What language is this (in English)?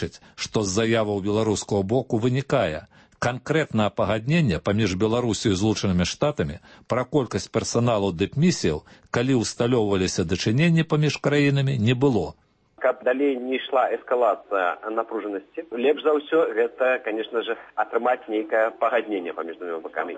Belarusian